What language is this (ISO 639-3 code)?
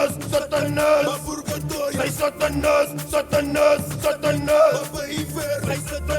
kea